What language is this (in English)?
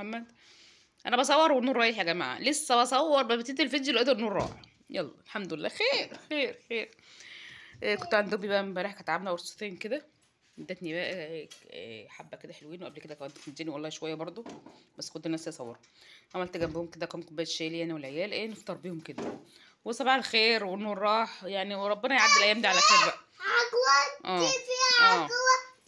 Egyptian Arabic